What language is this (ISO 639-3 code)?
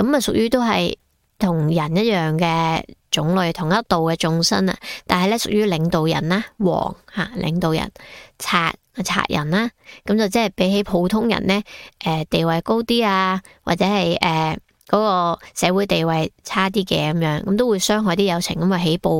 yue